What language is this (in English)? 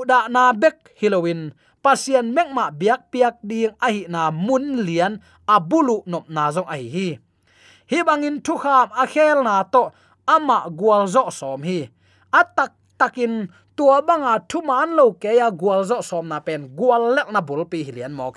Tedim Chin